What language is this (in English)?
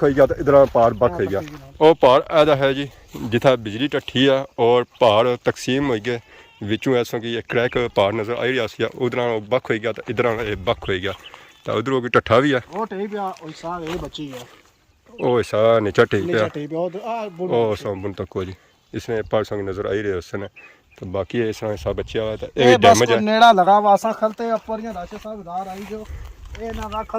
Pahari-Potwari